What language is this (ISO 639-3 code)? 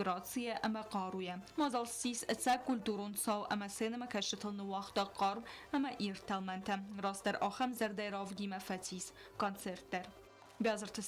oss